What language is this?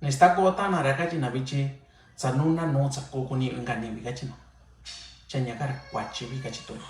Mixtepec Mixtec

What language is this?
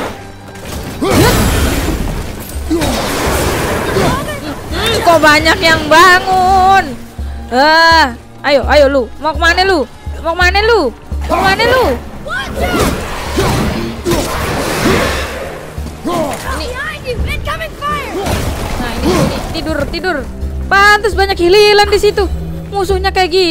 Indonesian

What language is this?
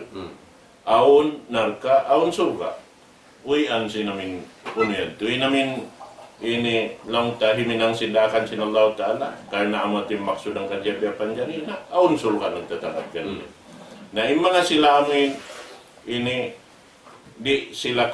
Tausug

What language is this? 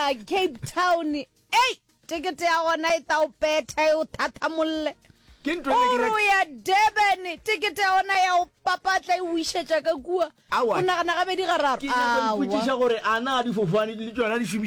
Northern Sotho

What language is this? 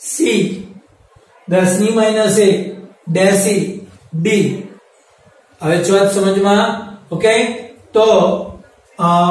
Gujarati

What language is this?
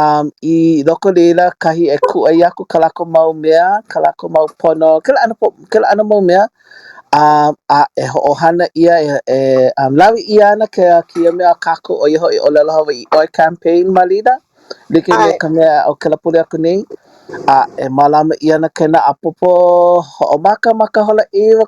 Hawaiian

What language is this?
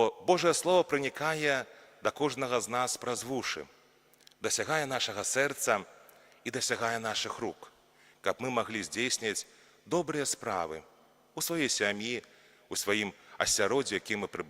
Belarusian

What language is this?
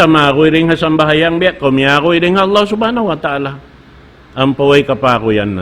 Tausug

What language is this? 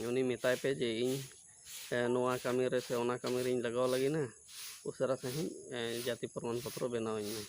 Santali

